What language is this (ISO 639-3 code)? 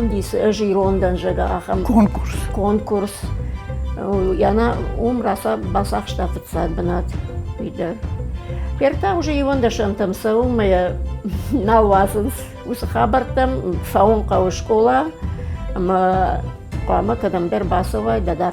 oss